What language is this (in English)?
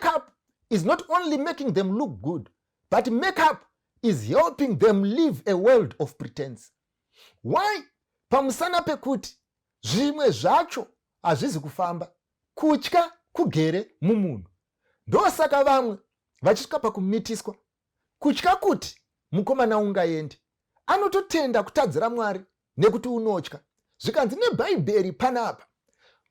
Shona